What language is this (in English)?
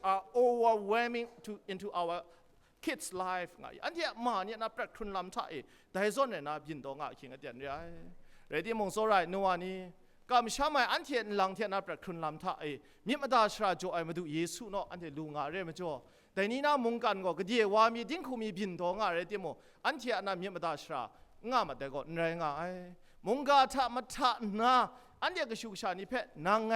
Kachin